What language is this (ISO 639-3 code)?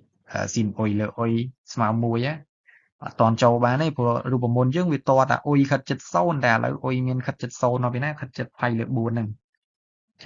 khm